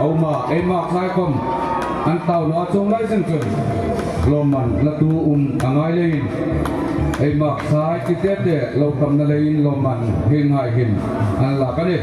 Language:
Hmar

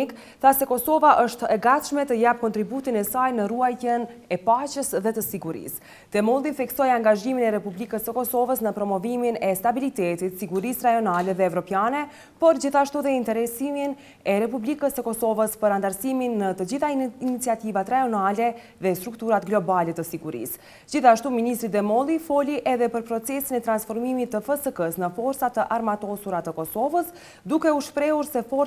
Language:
Albanian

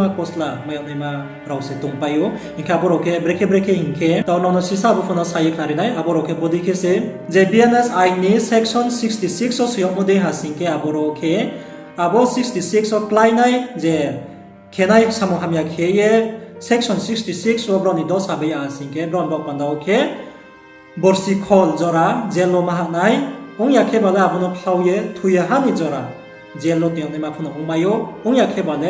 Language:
Riang (India)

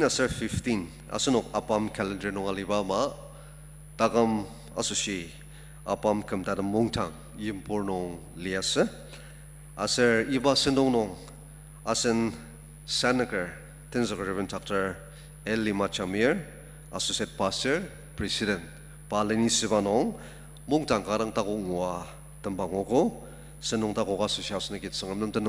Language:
Ao Naga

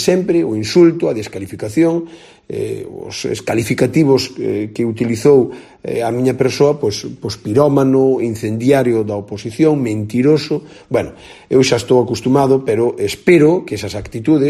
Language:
Galician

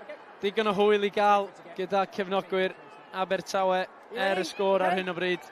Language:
Welsh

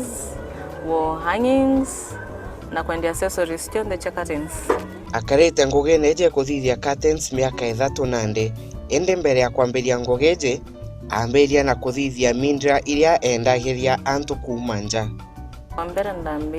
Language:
Meru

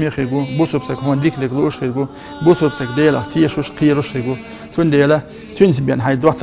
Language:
Chechen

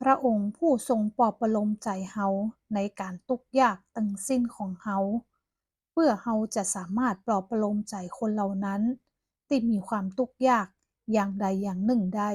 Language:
Northern Thai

